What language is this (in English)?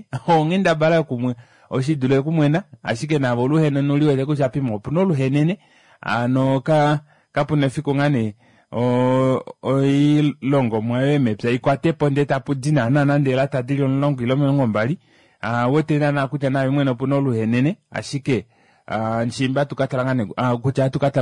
Kuanyama